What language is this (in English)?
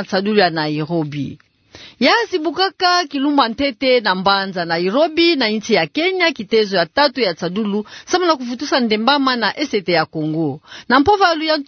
Kituba (Democratic Republic of Congo)